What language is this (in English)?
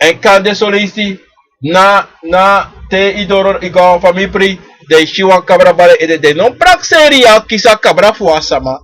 Sranan Tongo